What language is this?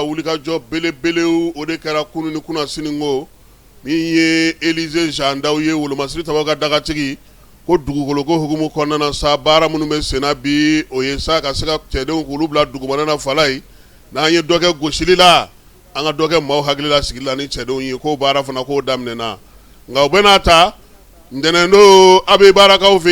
Bambara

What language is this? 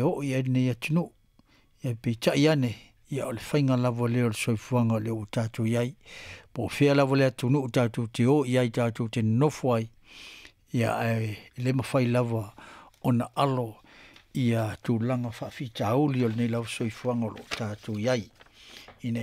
Samoan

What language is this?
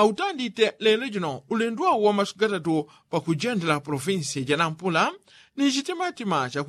Yao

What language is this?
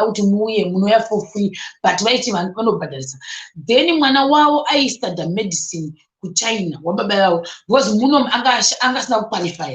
Shona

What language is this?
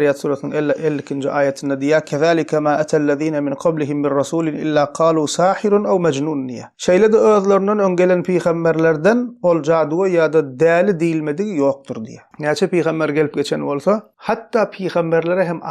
Turkmen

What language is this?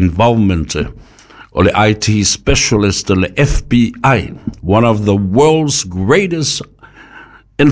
Samoan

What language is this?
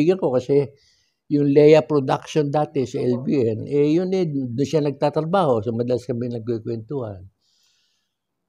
Filipino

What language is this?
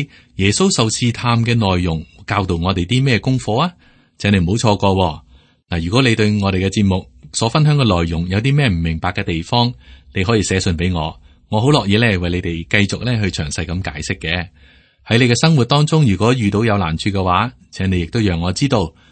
Cantonese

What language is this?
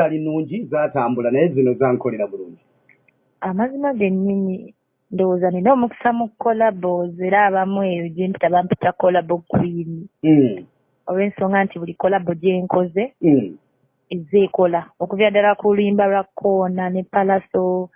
Ganda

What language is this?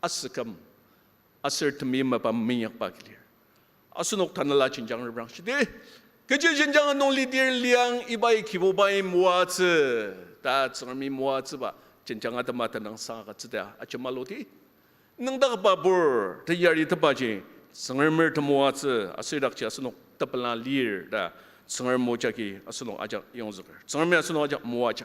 Ao Naga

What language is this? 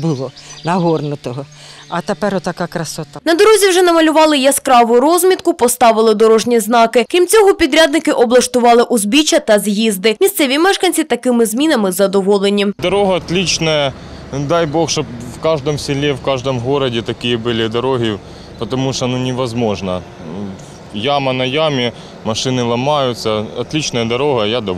Ukrainian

